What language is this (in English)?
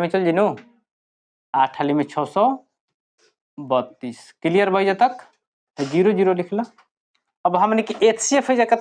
Bhojpuri